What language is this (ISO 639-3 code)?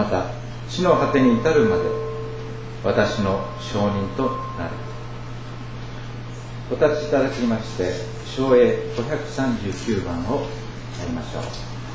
jpn